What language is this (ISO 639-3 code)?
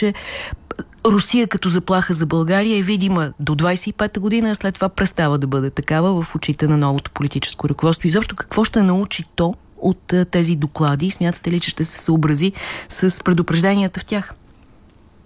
bul